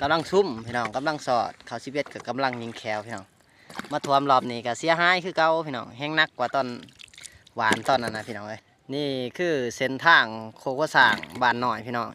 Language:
Lao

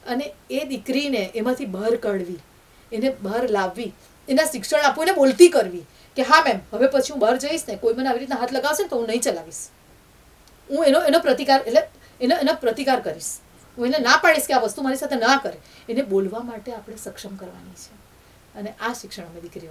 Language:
Gujarati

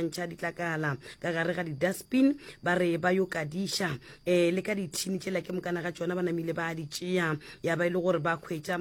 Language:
Northern Sotho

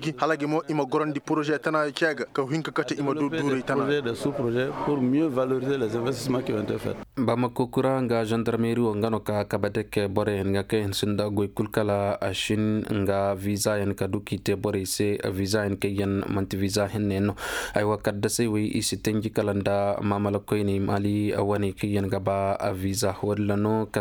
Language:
Koyraboro Senni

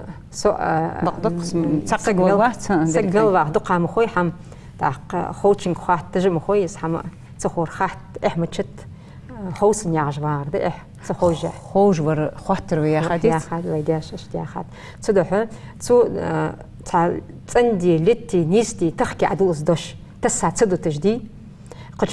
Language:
Ingush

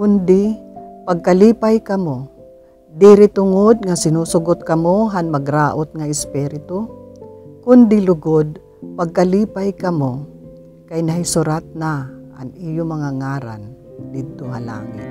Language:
Waray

